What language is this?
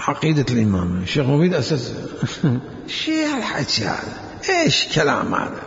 Mesopotamian Arabic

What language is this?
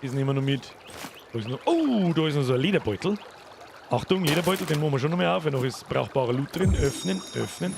Bavarian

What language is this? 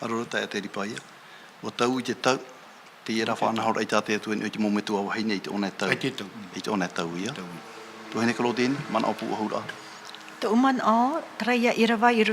Tahitian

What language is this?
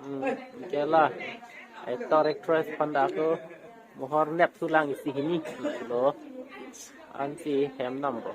Karbi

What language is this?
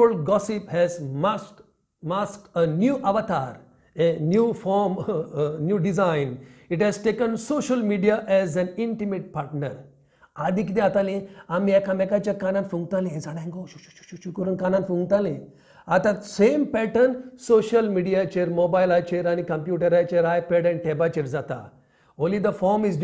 Konkani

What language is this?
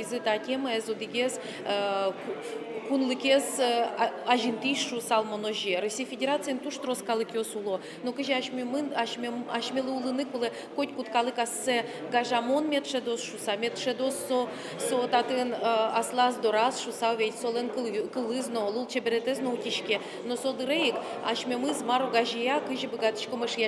Udmurt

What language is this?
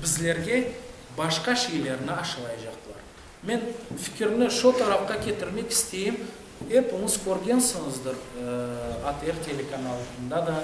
Crimean Tatar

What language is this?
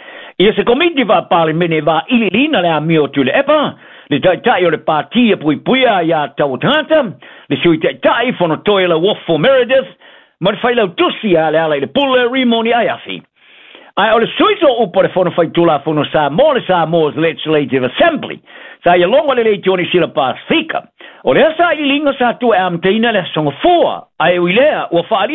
Samoan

